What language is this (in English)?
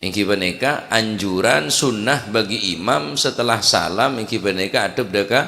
Madurese